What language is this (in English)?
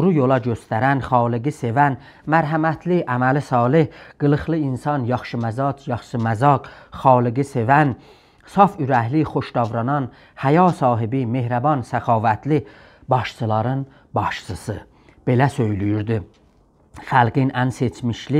South Azerbaijani